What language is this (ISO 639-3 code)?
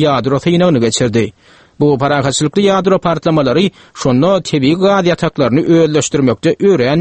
tuk